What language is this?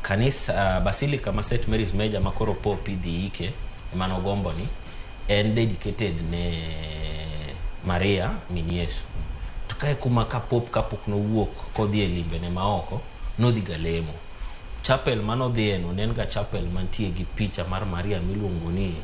Luo (Kenya and Tanzania)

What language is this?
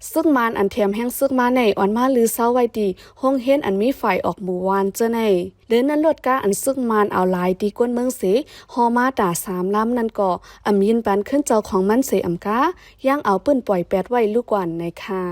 Shan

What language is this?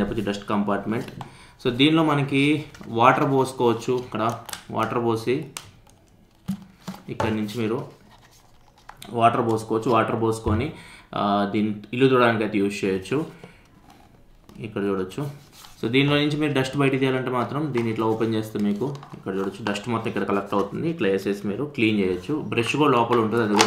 Telugu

